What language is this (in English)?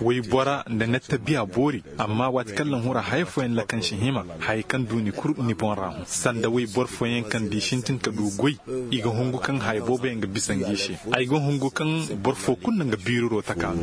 Koyraboro Senni